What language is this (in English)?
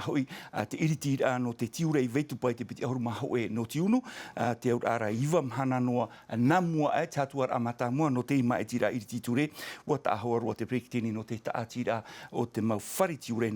Tahitian